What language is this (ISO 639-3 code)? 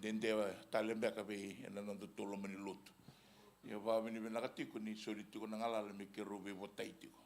fij